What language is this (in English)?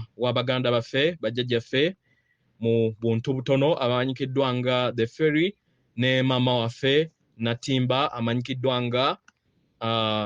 Ganda